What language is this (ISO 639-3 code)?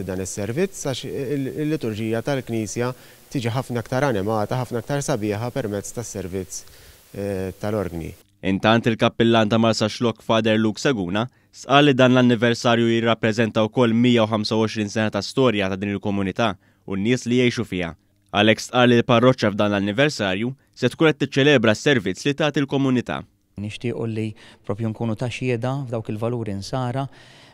mlt